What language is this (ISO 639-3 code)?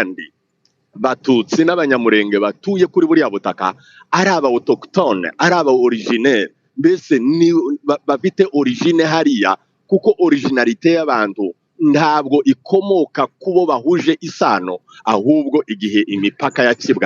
kin